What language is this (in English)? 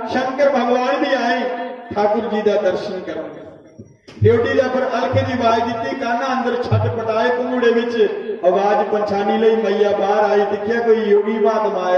Dogri